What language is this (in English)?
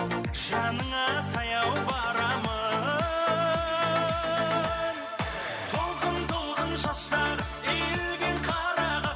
Kara-Kalpak